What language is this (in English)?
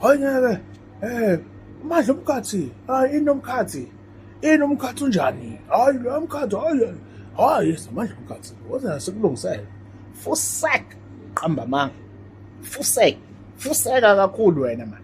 Zulu